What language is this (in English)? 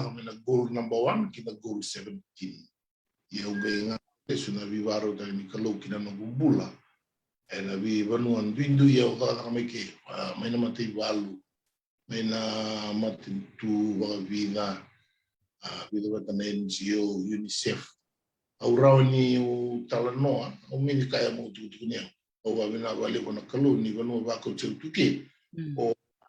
Fijian